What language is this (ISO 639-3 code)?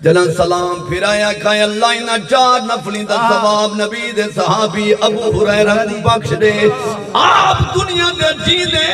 skr